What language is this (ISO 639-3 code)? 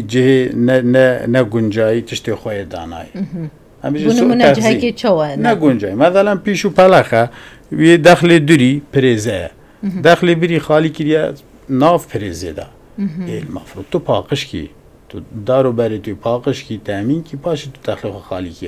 kur